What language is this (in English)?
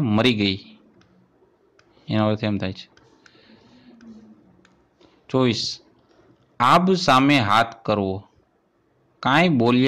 Gujarati